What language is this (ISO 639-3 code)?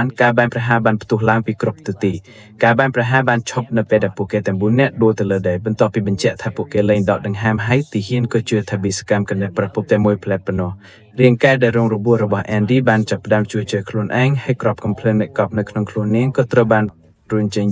khm